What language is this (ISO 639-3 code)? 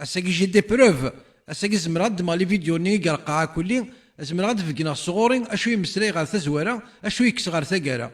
kab